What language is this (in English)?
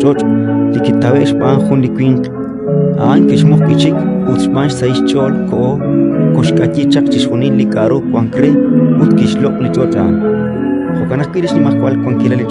Kekchí